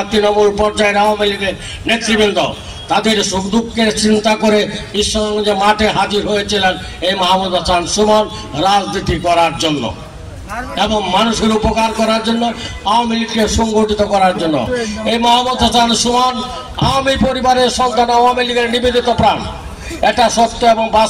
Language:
Bangla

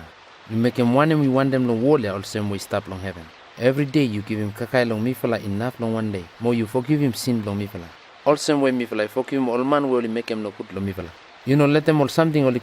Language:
Bislama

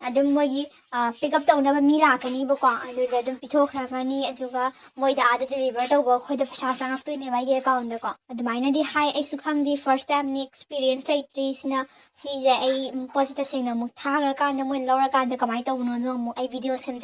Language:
Manipuri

